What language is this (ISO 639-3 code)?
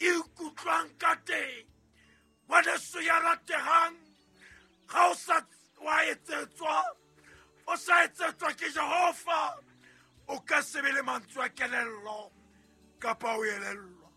sot